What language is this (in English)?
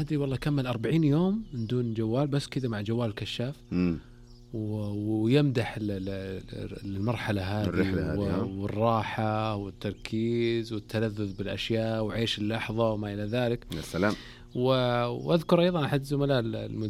Najdi Arabic